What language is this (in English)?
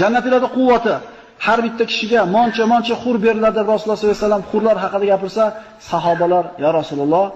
Uzbek